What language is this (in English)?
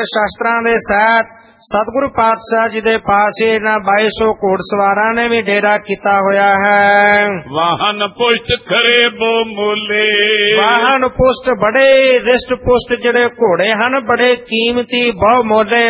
Punjabi